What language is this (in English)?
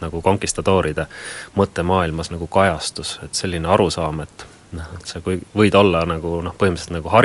Estonian